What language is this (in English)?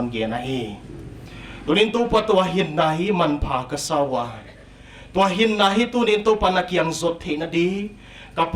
Paite Chin